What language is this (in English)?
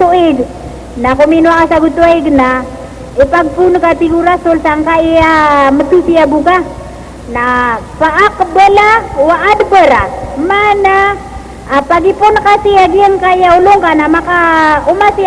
Maranao